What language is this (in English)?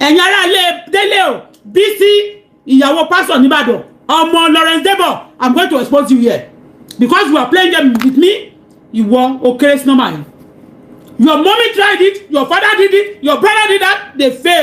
Yoruba